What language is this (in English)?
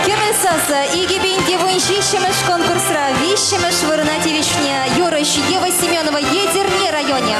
Chuvash